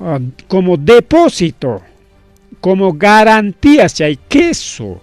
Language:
Ayacucho Quechua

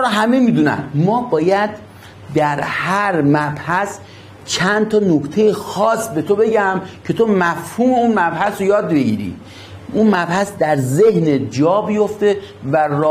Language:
Persian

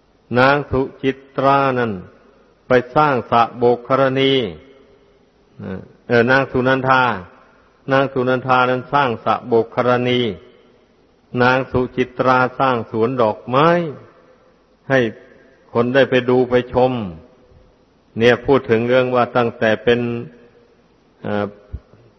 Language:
Thai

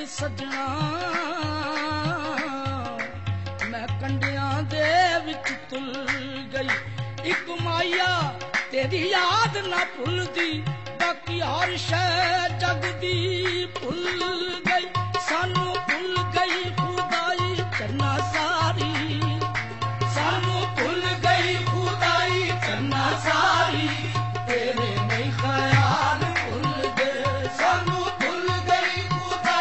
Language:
Punjabi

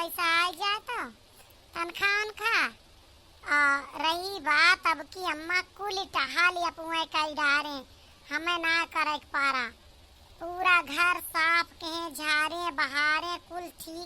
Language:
Awadhi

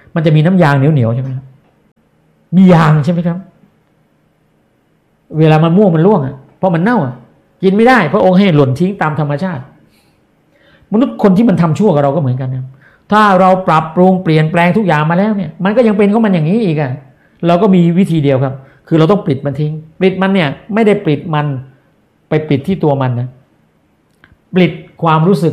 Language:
Thai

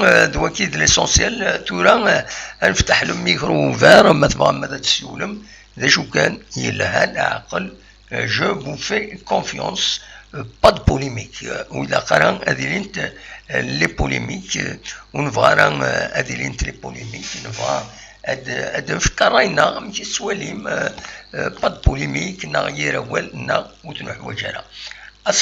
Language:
Kabyle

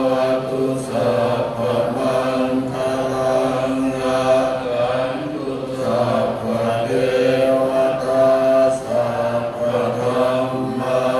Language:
Pali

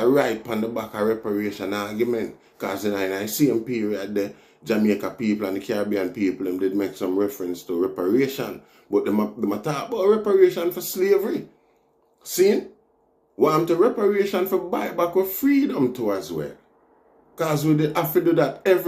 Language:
Jamaican Creole English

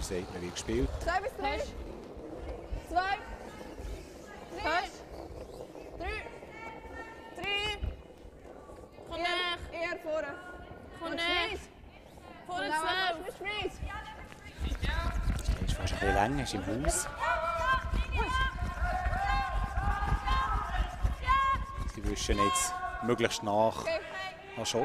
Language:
German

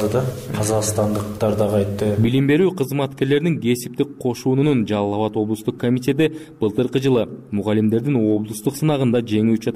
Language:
Kyrgyz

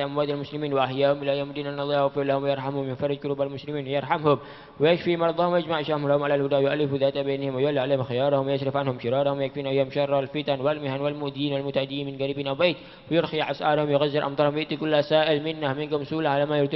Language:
Arabic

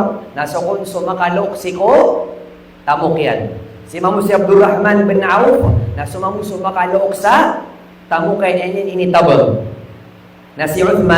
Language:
Maranao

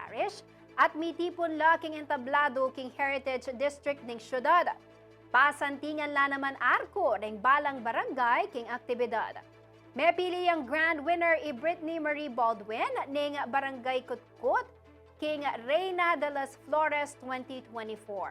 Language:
Pampanga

